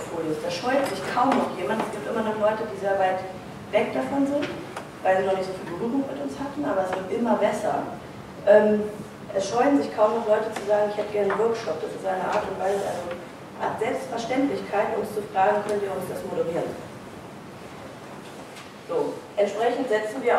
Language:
German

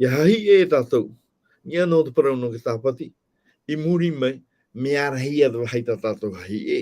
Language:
Tahitian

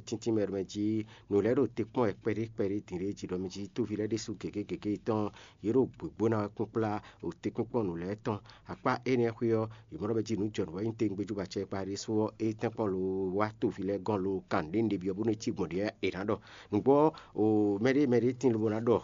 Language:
Fon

